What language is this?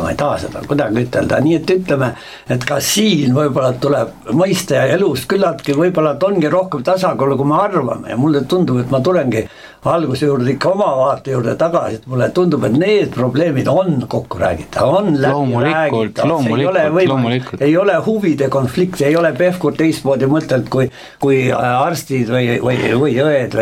Estonian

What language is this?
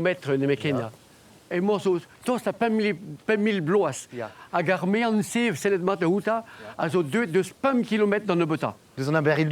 Breton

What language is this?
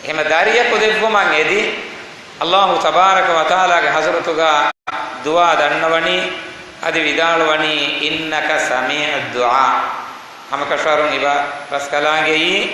Divehi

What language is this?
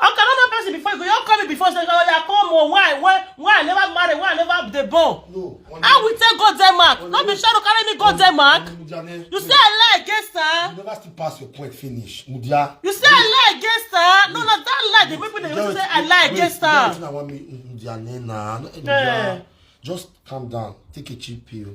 Nigerian Pidgin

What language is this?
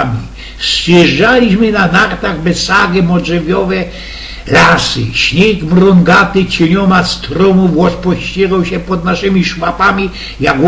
Silesian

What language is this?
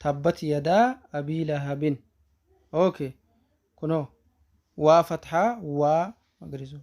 Oromo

